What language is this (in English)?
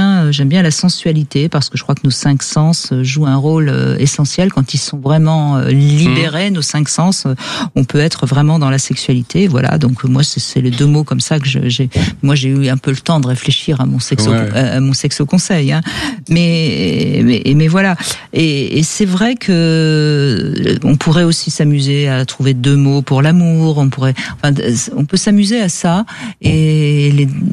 French